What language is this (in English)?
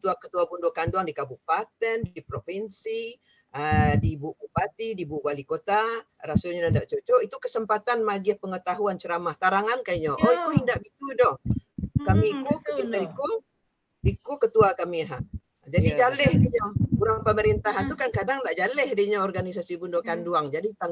Minangkabau